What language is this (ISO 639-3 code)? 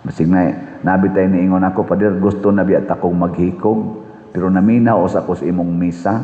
ceb